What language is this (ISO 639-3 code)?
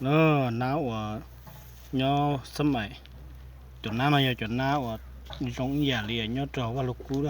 hmn